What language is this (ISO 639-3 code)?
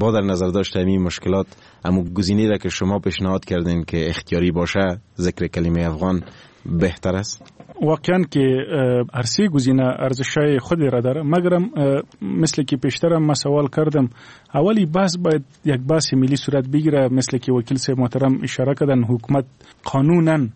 fas